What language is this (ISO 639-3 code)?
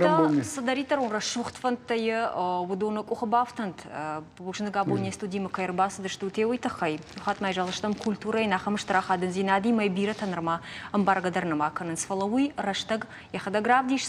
oss